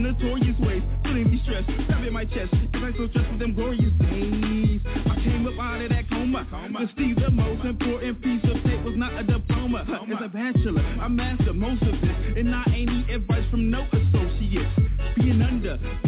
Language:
English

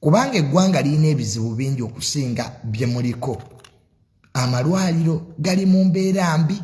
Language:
Ganda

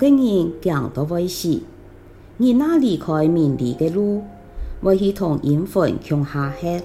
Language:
Hakka Chinese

